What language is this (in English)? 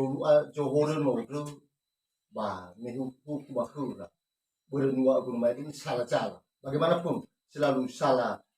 Nias